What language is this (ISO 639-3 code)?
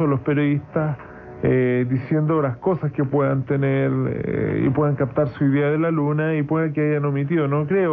spa